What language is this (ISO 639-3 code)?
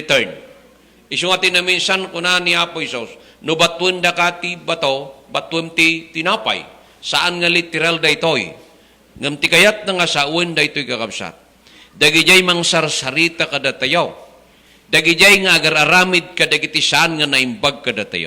ilo